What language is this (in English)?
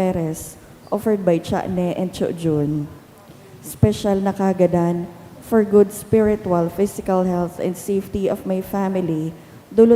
Bikol